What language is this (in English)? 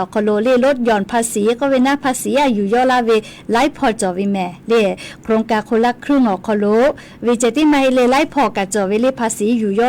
Lahu